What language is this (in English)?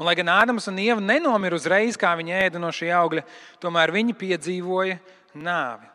Latvian